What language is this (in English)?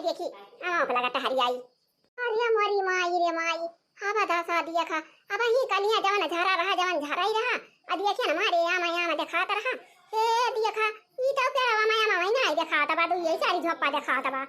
Awadhi